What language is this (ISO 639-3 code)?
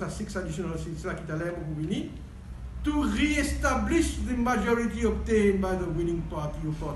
mfe